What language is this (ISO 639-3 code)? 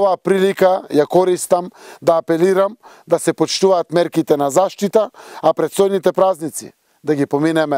mkd